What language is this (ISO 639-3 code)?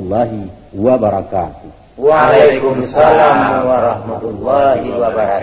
min